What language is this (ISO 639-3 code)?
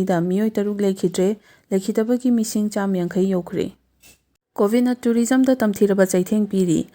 mni